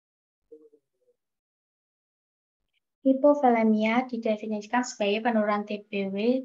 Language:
Indonesian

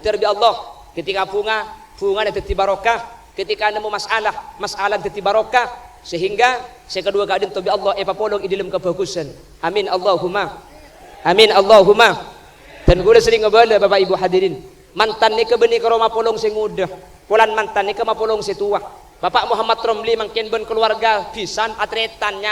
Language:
Madurese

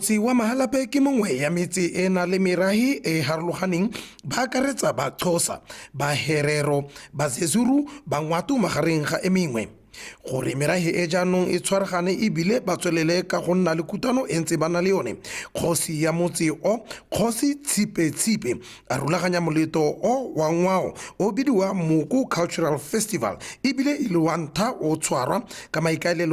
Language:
Tswana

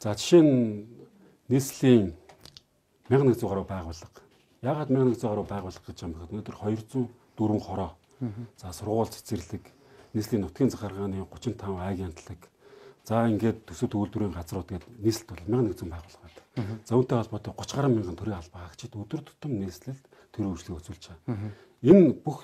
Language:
Mongolian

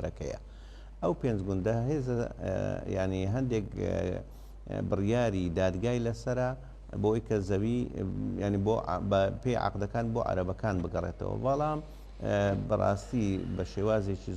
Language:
Central Kurdish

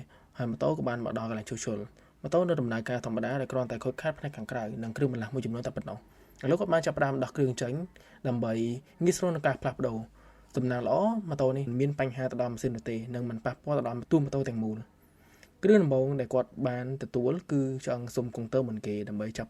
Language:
Khmer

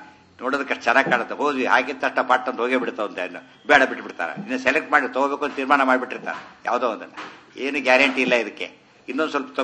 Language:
Kannada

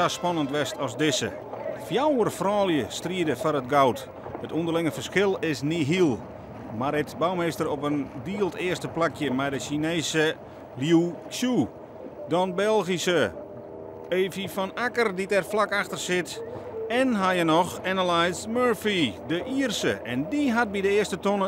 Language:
Western Frisian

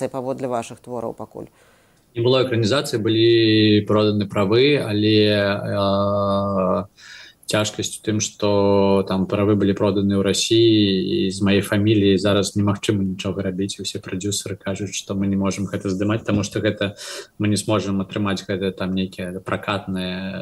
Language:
Belarusian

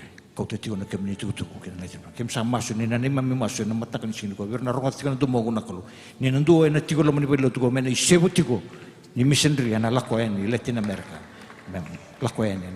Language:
Fijian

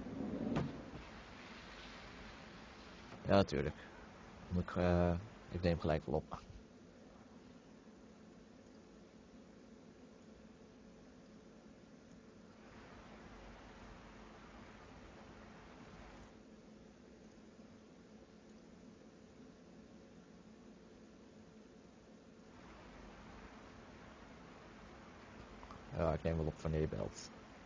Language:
Dutch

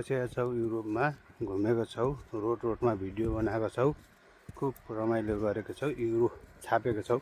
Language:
Nepali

